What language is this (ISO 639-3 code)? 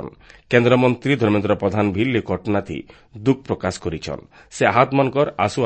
ori